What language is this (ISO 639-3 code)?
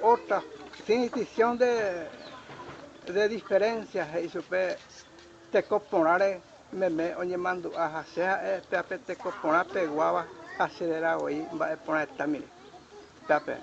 grn